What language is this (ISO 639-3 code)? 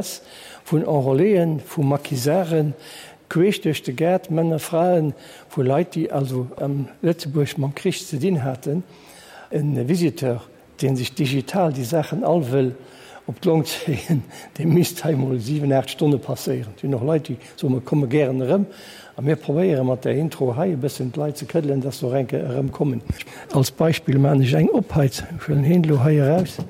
ltz